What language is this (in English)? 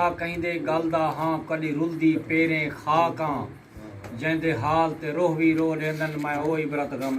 Saraiki